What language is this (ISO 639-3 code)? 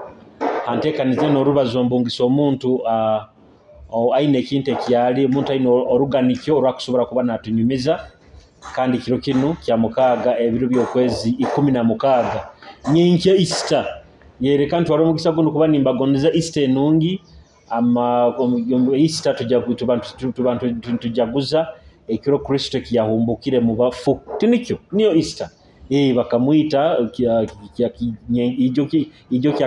nyo